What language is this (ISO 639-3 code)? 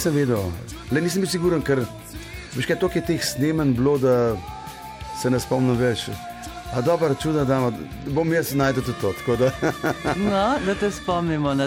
slv